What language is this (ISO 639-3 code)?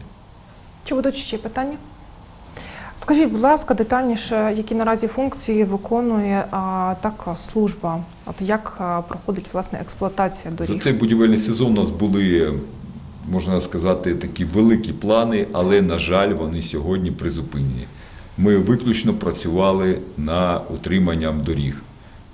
ukr